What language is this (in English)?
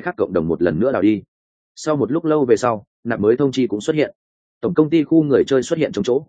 Vietnamese